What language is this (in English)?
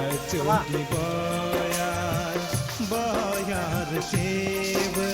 Kok Borok